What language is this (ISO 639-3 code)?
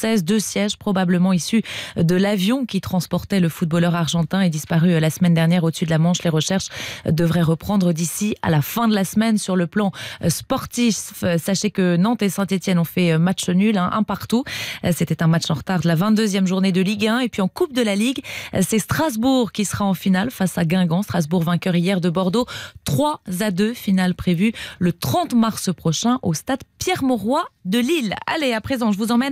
fra